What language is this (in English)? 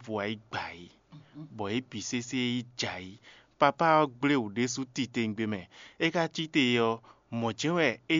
Fon